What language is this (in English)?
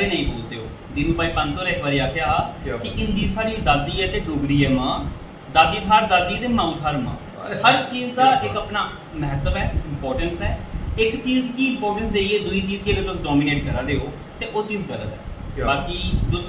Dogri